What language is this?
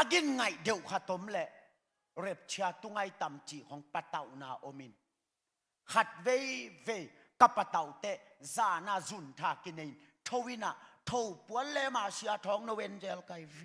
Tedim Chin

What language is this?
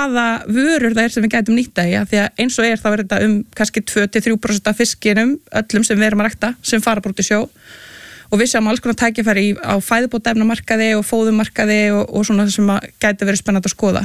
Icelandic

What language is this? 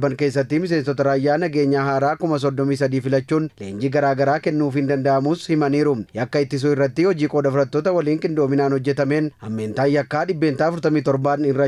Oromo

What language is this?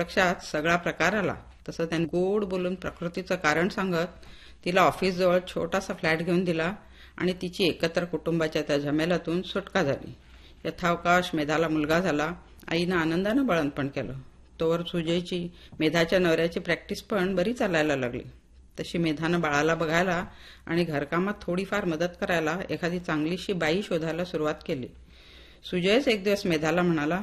Marathi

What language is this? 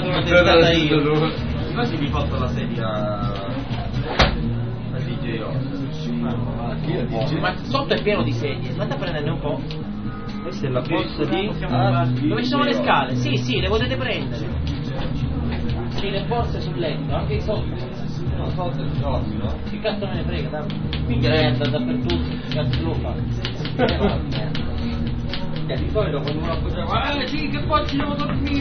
Italian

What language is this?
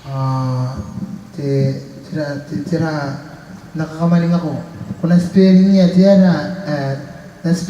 Gilbertese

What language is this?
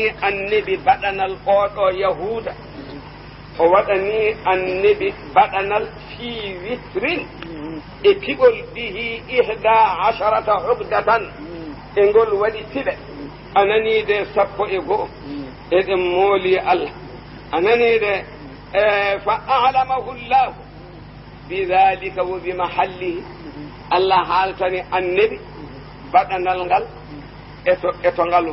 Fula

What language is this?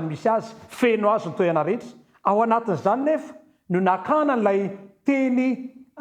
Malagasy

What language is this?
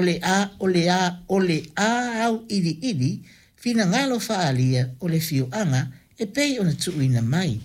Samoan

